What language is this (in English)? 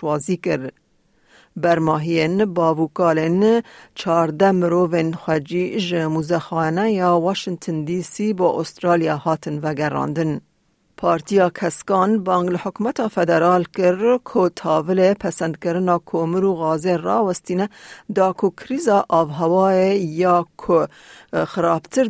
Kurdish